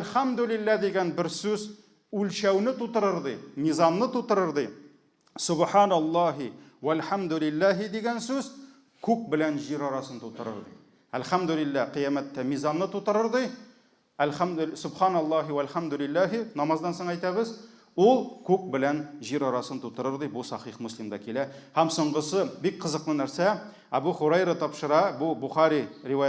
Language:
Tatar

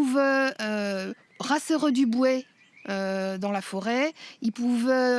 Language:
Breton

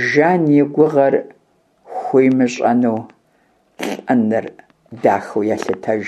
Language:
Kabardian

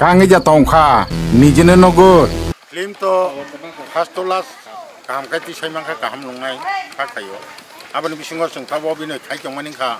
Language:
Kok Borok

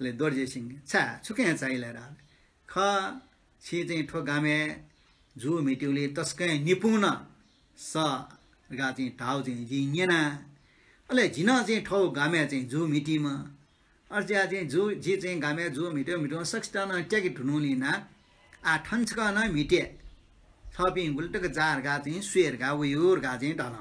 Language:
Newari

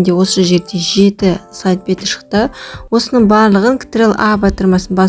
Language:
Kazakh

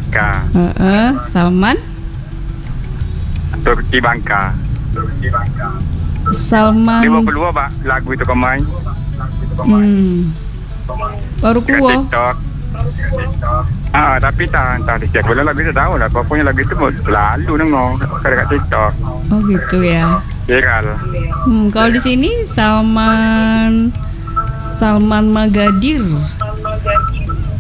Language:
Indonesian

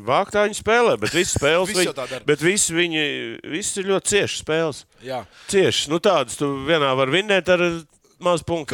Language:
Latvian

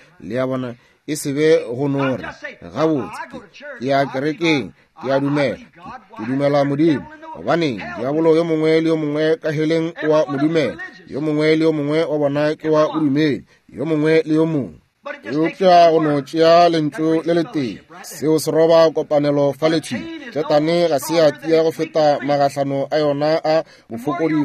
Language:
Northern Sotho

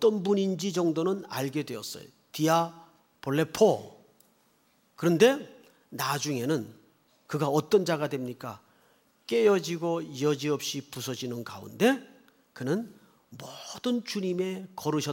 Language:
Korean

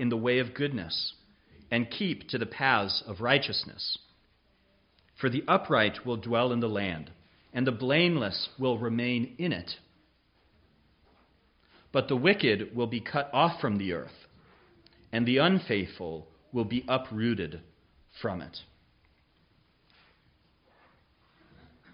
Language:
English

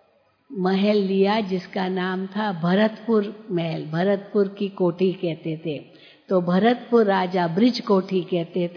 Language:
Hindi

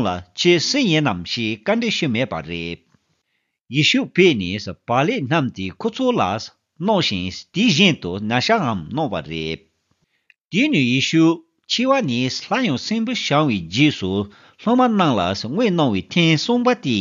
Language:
Tibetan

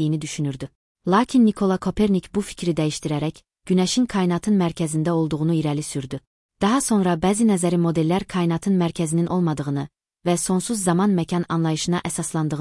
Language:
Azerbaijani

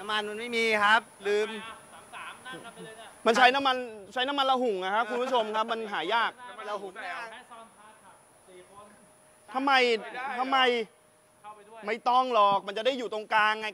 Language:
Thai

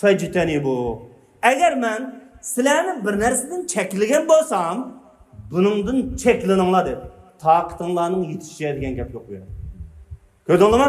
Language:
Uyghur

